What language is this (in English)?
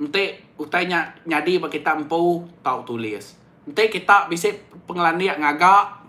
Iban